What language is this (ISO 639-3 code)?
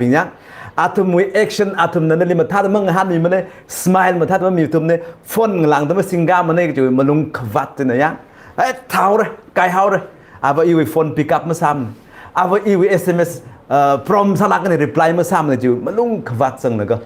nmf